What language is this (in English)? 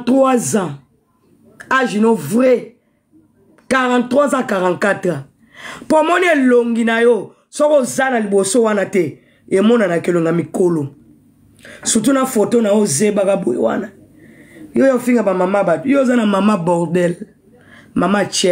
Lingala